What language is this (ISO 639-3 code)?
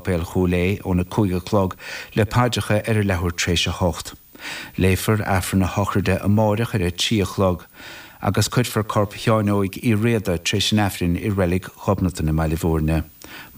gle